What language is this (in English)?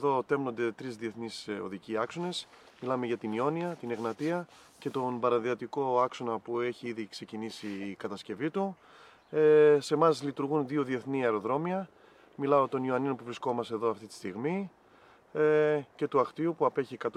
Greek